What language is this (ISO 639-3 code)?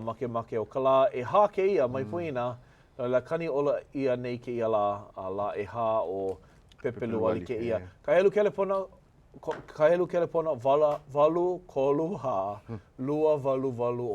haw